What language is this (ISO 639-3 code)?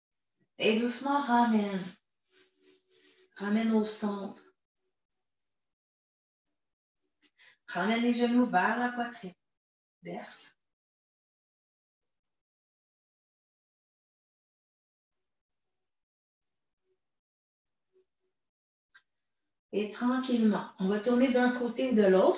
fra